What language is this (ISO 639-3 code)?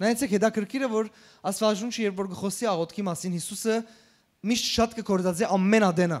hyw